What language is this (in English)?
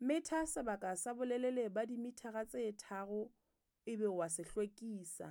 Southern Sotho